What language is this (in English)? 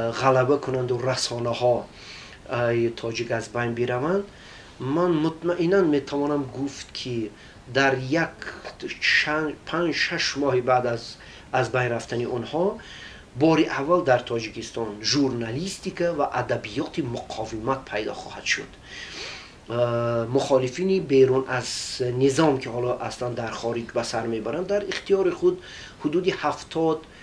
Tajik